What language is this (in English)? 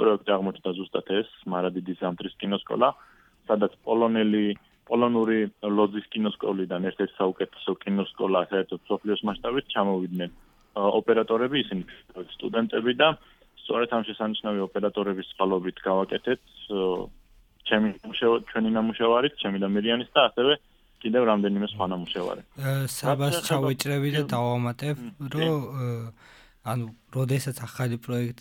Georgian